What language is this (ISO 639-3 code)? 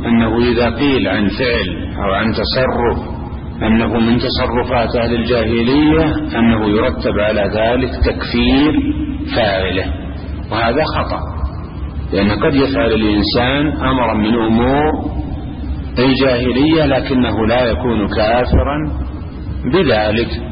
ara